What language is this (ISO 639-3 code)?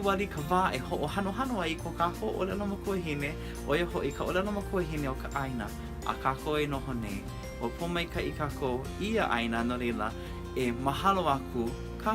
haw